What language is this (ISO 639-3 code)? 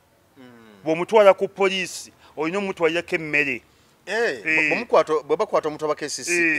lug